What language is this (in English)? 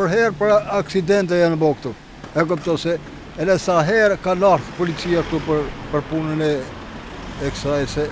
Albanian